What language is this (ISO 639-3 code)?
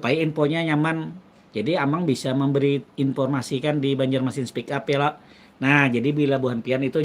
bjn